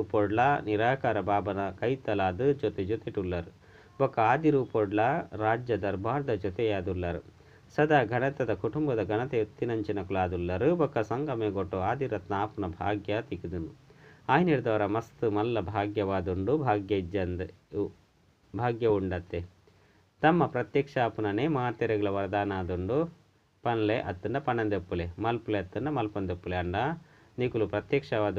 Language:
Tulu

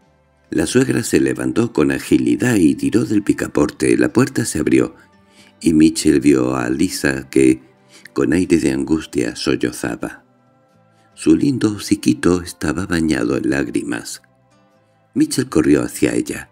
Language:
Spanish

